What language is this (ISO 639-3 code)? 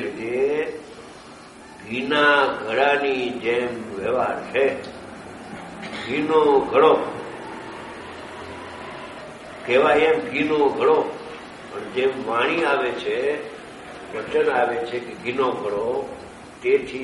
guj